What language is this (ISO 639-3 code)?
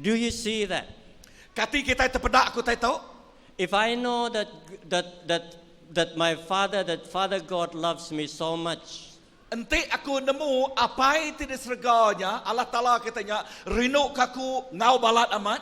iba